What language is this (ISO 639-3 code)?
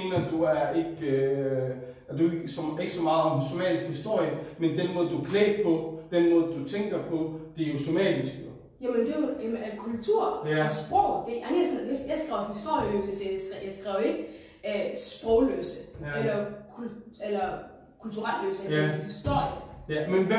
dan